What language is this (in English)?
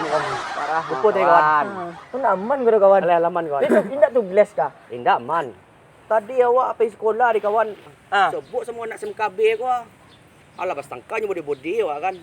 Minangkabau